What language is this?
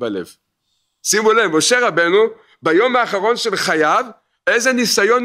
Hebrew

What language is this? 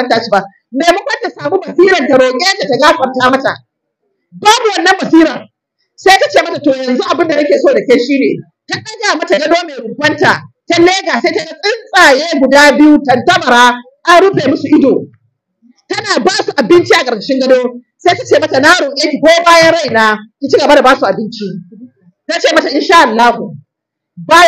Hausa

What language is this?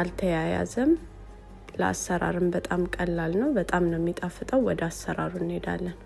Amharic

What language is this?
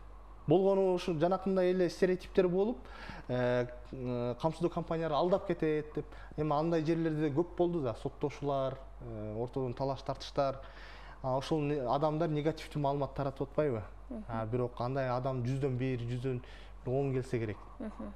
Kyrgyz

